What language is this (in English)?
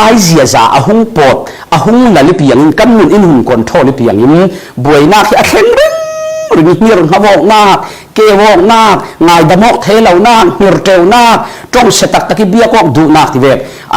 Falam Chin